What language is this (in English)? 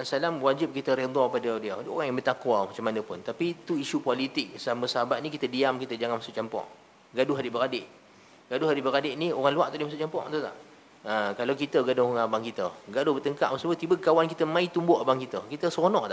Malay